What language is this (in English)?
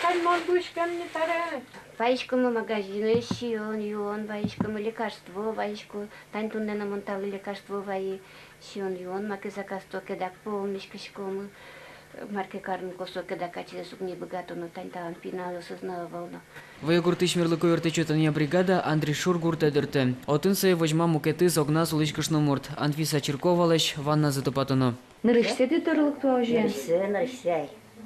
Udmurt